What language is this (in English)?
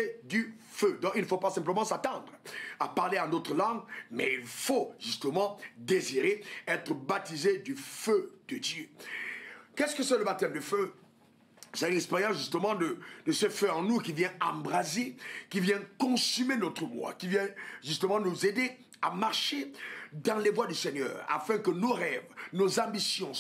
French